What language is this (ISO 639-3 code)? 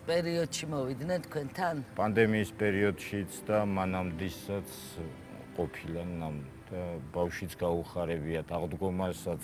kat